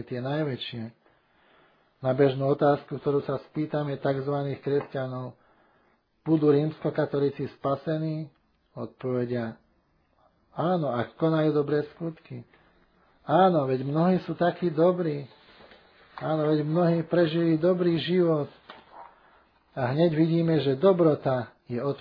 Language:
Slovak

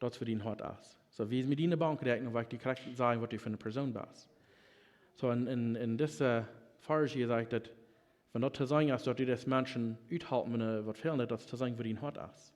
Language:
Plautdietsch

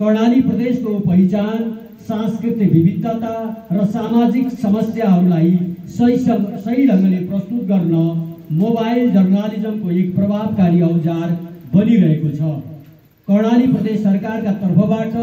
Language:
Nepali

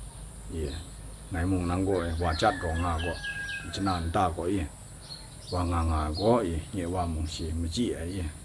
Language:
Kachin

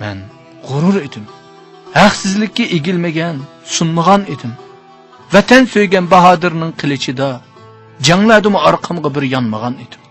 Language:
Uyghur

